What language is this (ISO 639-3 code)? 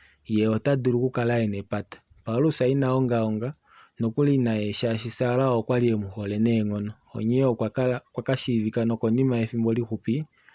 kua